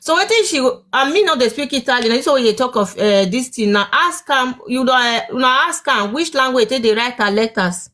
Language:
Nigerian Pidgin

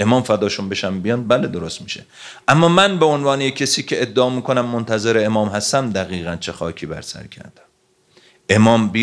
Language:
Persian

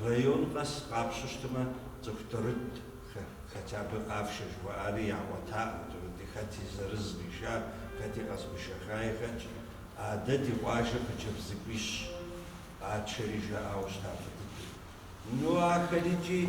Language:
Kabardian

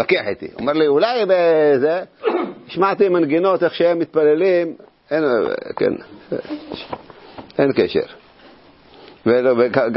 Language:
Hebrew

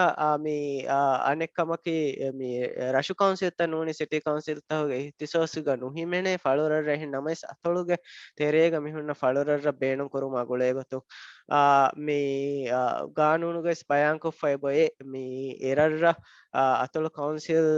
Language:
Divehi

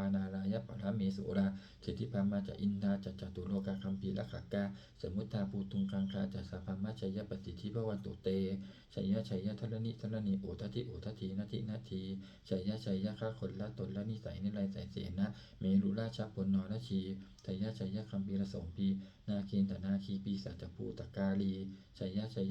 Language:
Pali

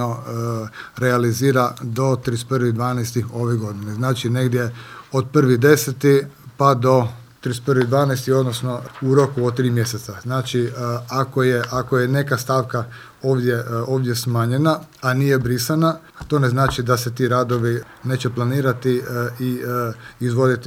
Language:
Croatian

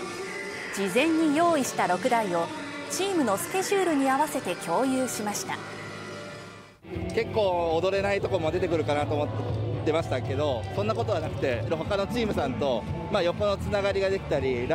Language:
Japanese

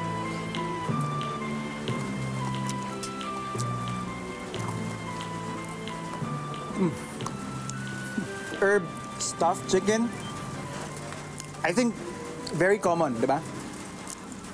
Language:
Filipino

